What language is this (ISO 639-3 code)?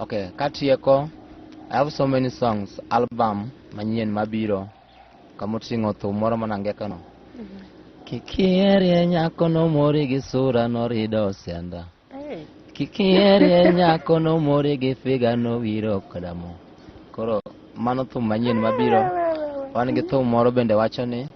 luo